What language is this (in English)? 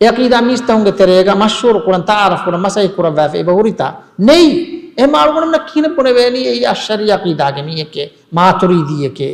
Divehi